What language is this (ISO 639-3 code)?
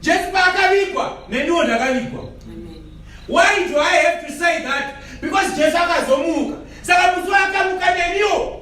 sna